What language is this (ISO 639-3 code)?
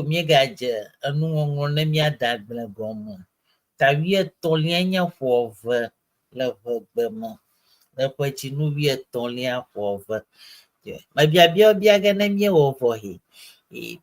ewe